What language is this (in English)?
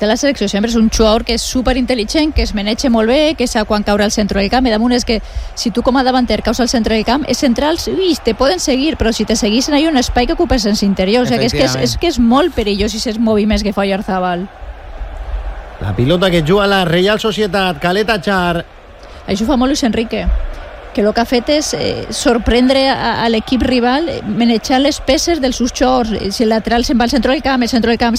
Catalan